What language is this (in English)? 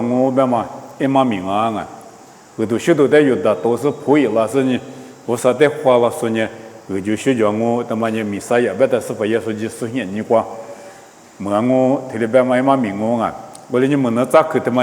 Lisu